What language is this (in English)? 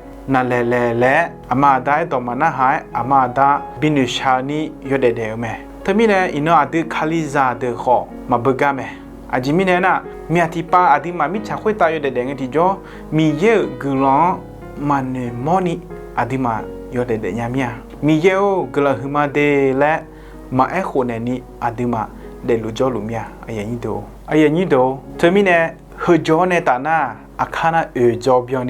Akha